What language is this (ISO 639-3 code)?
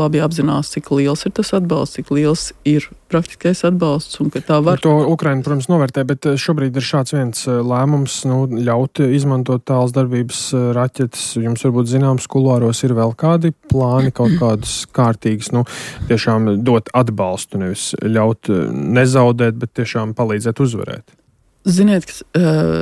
lav